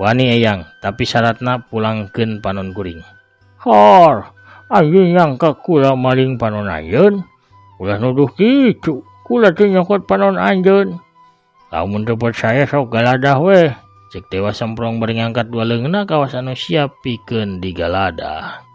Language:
Sundanese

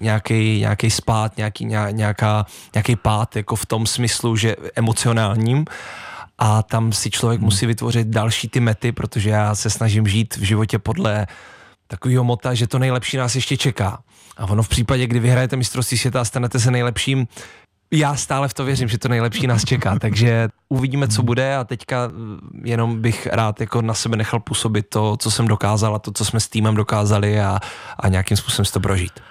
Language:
Czech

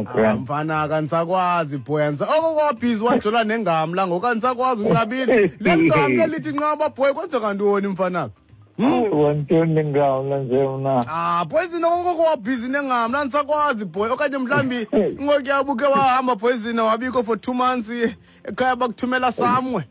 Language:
Xhosa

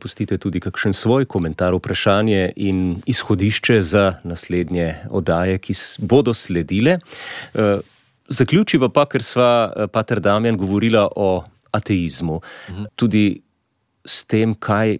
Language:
Slovenian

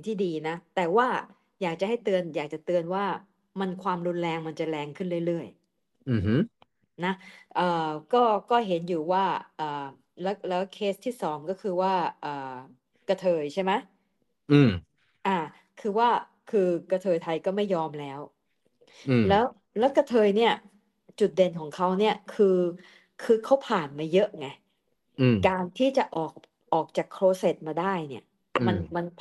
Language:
Thai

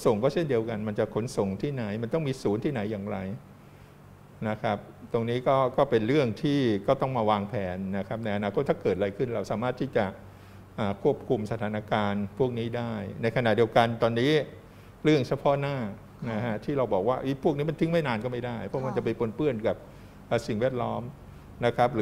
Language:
Thai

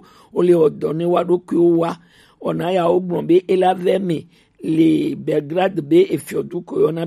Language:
Gen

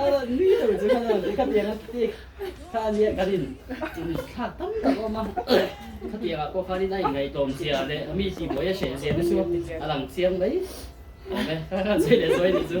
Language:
Mizo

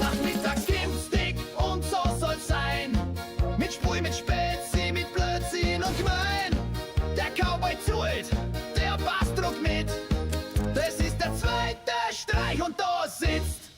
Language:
Bavarian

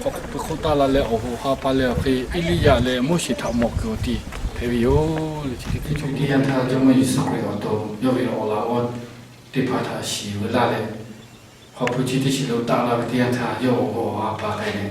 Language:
Lahu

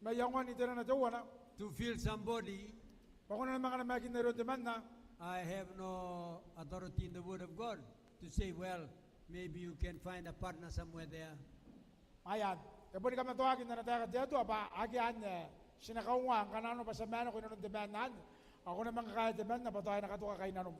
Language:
Gilbertese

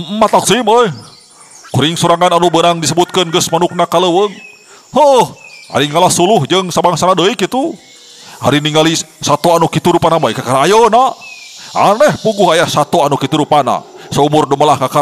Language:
Sundanese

